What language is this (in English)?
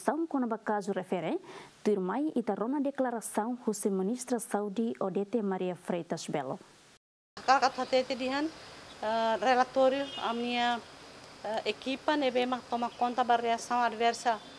Tetum